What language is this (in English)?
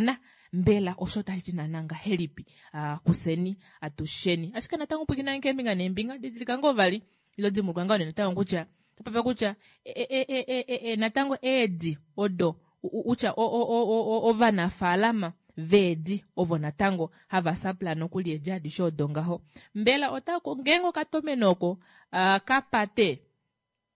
Kuanyama